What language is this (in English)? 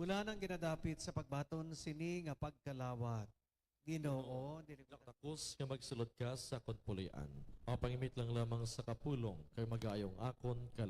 Hiligaynon